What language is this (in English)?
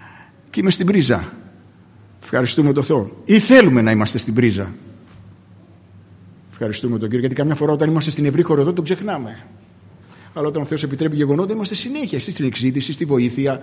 Greek